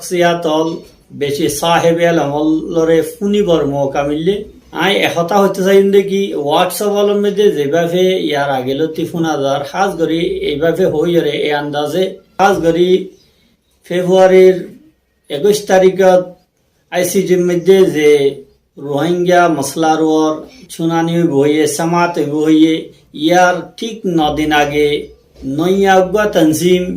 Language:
Rohingya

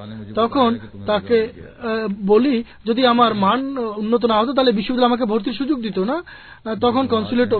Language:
Bangla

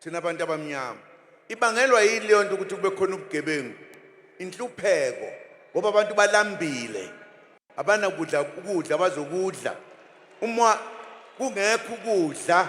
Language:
Zulu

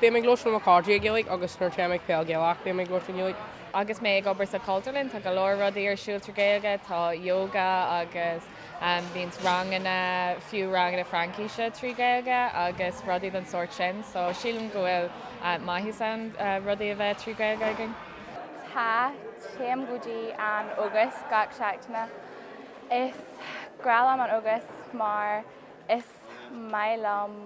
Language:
Irish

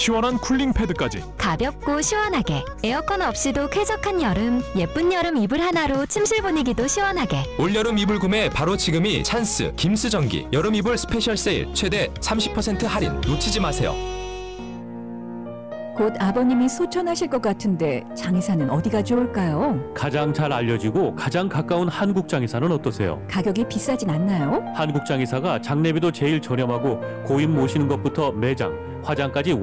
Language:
Korean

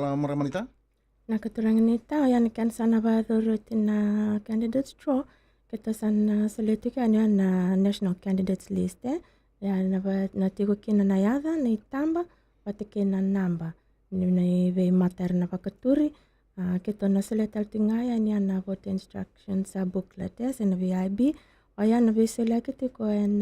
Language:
Fijian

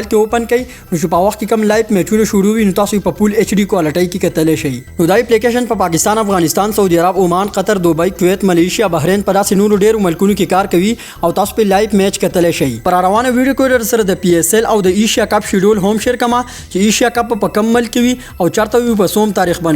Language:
Pashto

